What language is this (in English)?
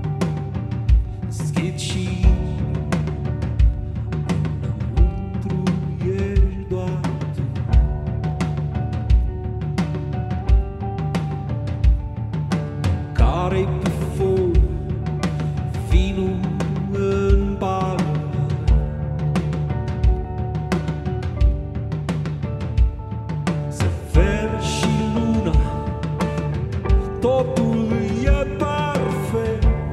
Romanian